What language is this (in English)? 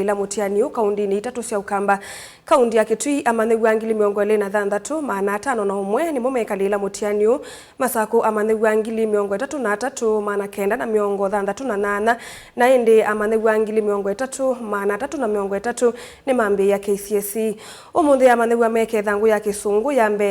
Kamba